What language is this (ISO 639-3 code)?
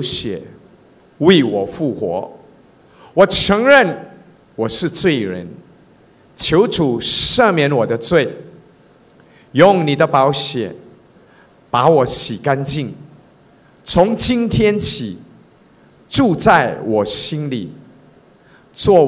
zho